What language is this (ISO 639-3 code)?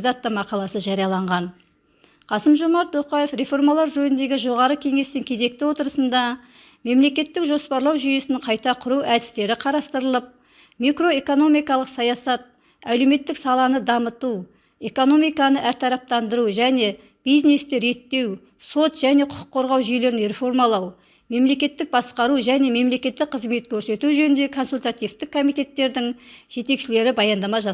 kaz